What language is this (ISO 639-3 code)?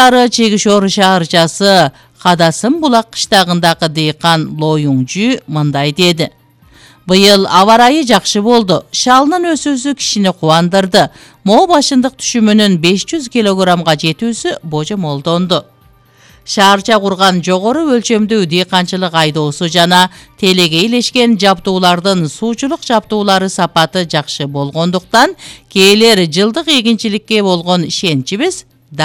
kir